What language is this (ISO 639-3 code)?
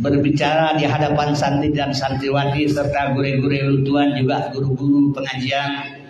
ace